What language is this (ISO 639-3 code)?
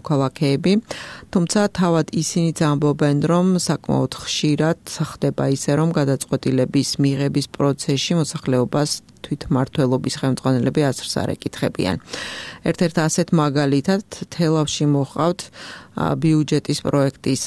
kat